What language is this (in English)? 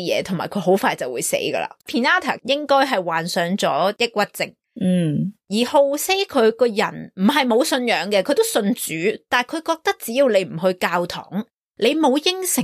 Cantonese